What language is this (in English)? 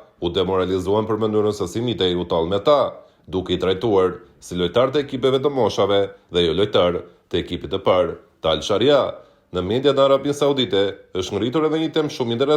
Albanian